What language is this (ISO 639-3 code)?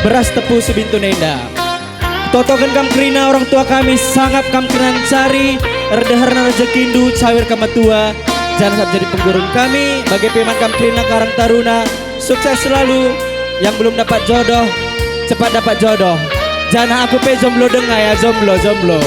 btx